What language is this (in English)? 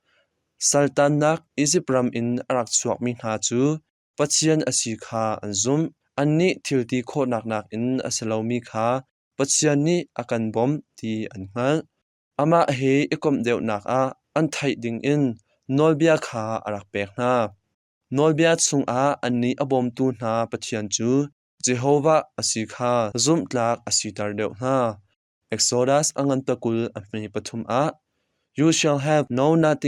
Hakha Chin